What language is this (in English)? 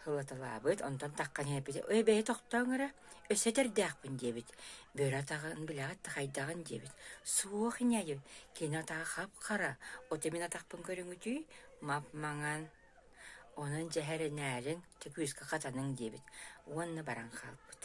Yakut